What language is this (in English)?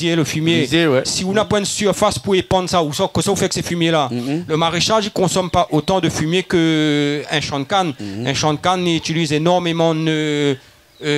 Réunion Creole French